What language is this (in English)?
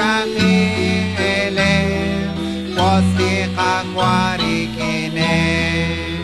Kekchí